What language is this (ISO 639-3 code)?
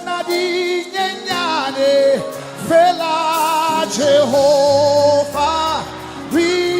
tsn